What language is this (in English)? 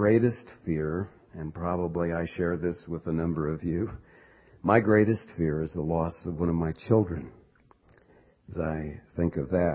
English